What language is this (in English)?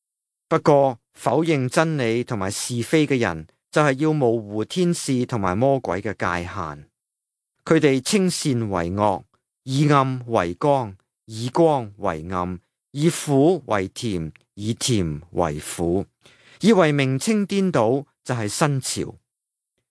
Cantonese